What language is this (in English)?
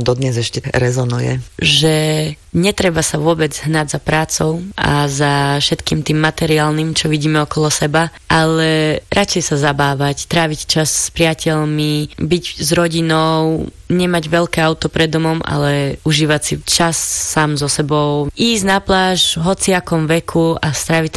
Slovak